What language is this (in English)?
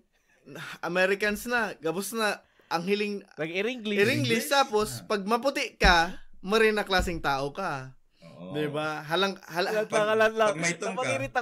Bikol